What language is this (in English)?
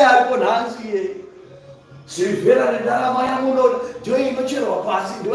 Shona